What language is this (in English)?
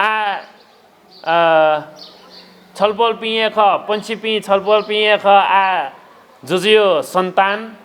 Newari